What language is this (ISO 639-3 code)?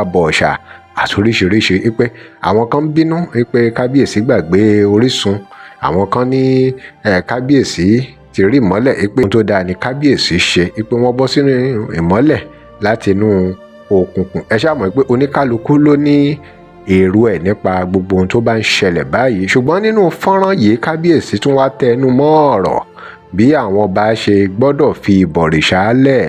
yor